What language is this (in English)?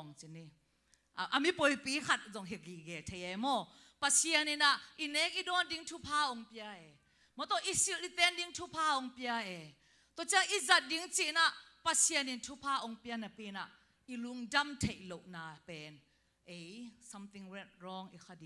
Tedim Chin